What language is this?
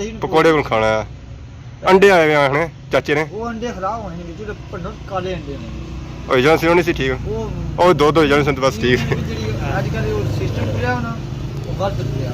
Pahari-Potwari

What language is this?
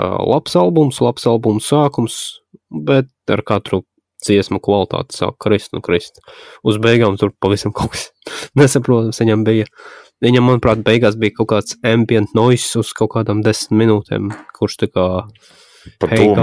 Latvian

